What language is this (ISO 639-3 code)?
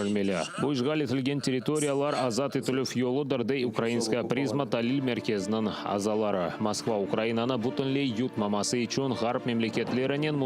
crh